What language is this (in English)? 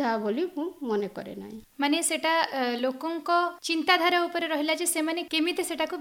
Odia